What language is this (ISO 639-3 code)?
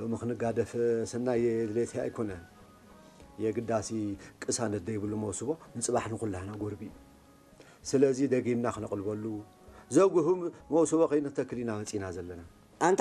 tir